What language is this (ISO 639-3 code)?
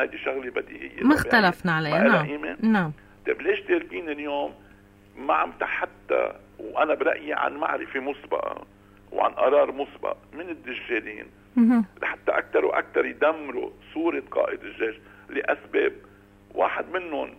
apc